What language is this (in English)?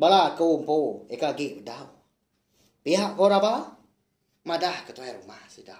Iban